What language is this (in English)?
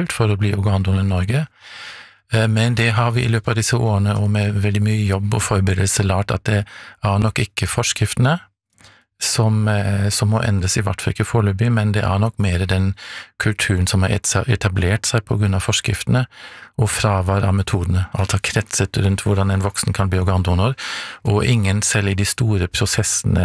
Norwegian